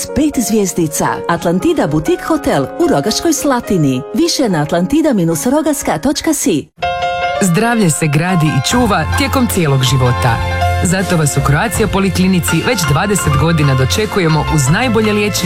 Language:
Croatian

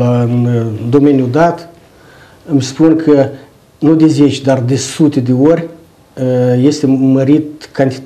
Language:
Romanian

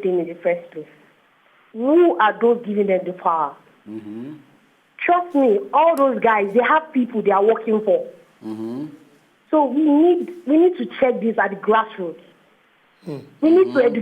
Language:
Nigerian Pidgin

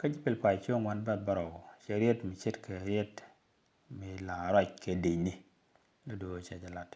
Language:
Nuer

